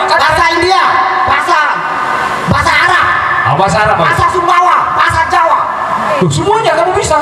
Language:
Sasak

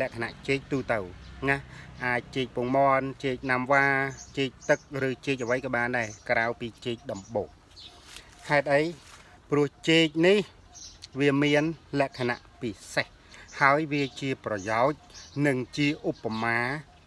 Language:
Khmer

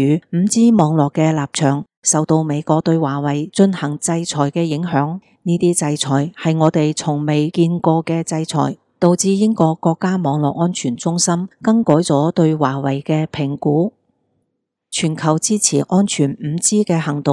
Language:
Cantonese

